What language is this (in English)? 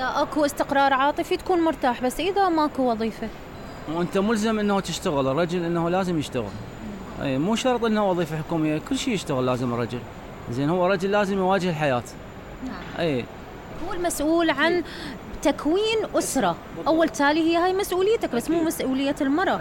Mesopotamian Arabic